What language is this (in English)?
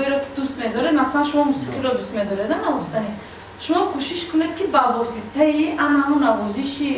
Tajik